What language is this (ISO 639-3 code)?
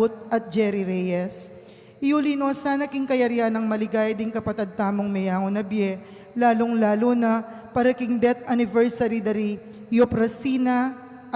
pam